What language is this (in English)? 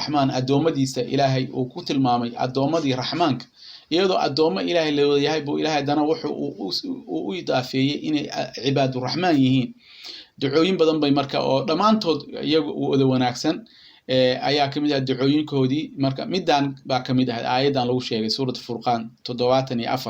Somali